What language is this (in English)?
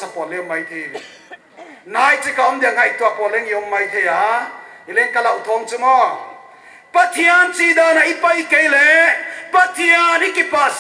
Paite Chin